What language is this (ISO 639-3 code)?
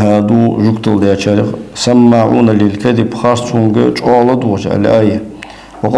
inh